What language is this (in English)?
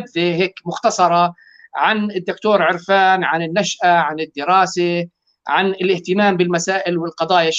North Levantine Arabic